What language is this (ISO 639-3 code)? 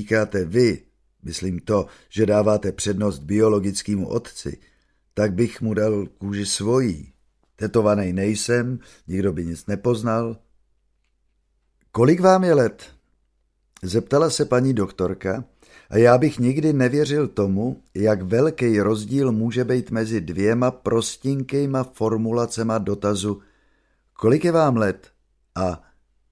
ces